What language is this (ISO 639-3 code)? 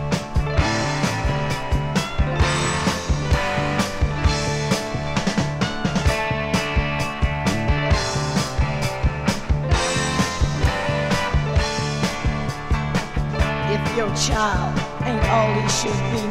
eng